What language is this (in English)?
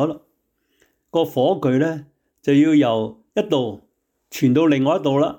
Cantonese